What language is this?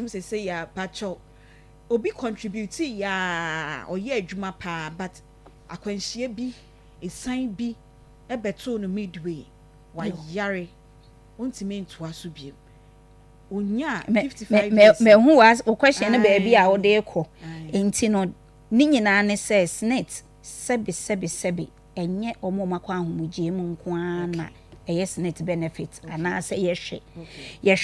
Akan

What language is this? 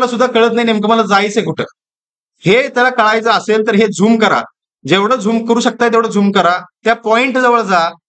Marathi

